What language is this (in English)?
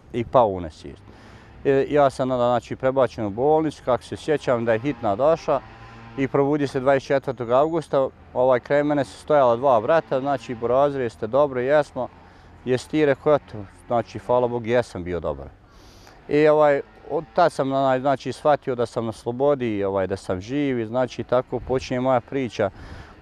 Bosnian